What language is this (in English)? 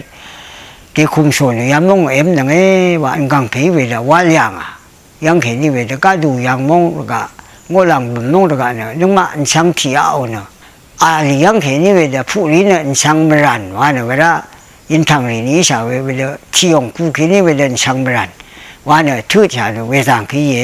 Rawang